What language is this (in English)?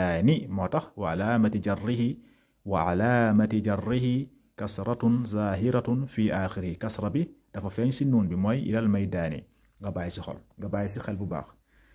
Wolof